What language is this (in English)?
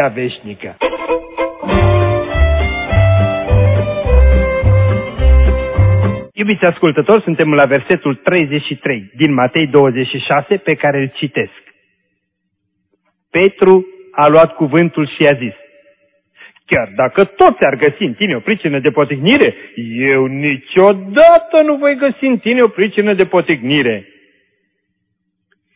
Romanian